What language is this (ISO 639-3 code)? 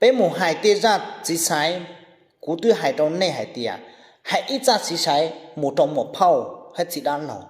hmn